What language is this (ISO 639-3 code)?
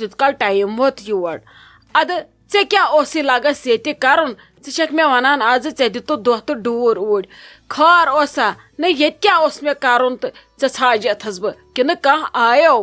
kas